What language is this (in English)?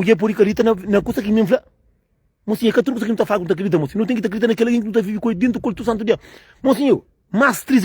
Kabuverdianu